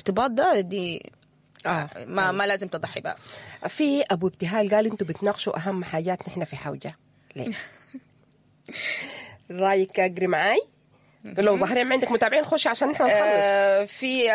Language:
Sudanese Arabic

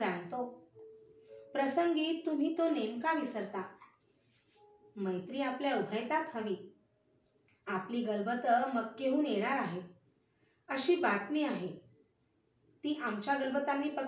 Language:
Marathi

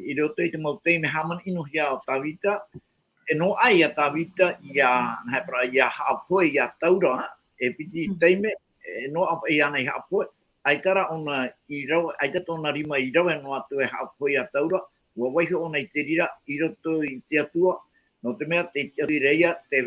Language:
Tahitian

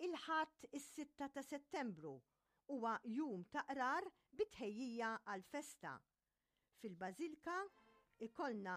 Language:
Maltese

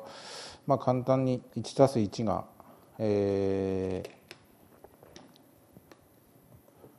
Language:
Japanese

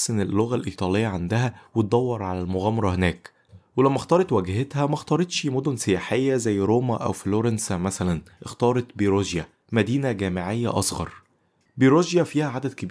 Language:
Egyptian Arabic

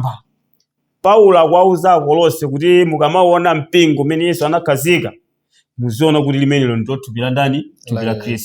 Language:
Nyanja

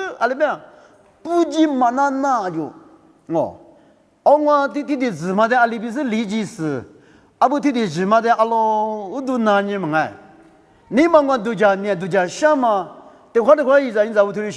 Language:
Lisu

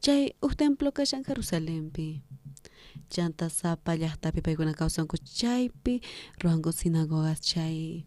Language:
South Bolivian Quechua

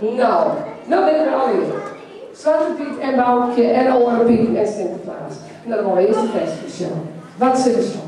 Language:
Western Frisian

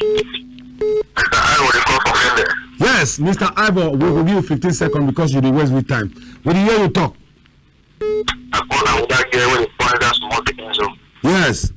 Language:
Cameroon Pidgin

